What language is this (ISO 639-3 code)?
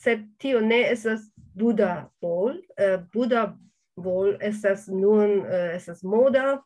epo